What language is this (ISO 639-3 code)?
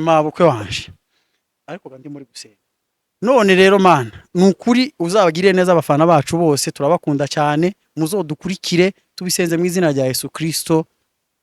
kin